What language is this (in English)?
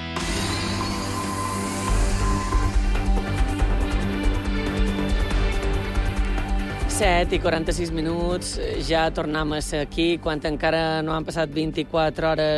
Catalan